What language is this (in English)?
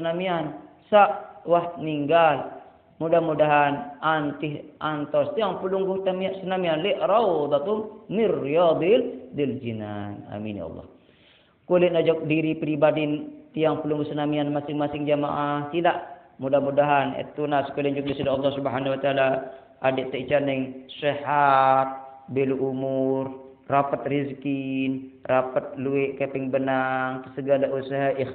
Sasak